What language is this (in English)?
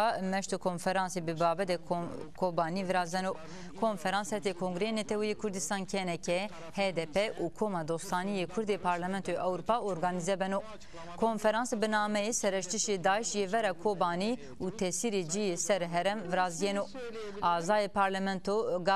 Zaza